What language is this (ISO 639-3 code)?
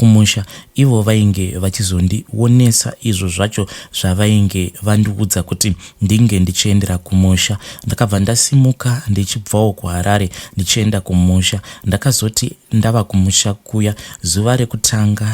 sna